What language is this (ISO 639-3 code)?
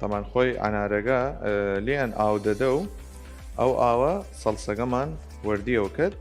sdh